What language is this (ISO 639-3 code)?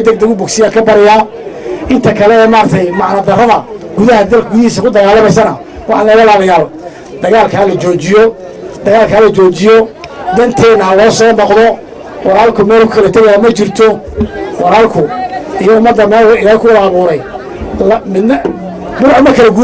som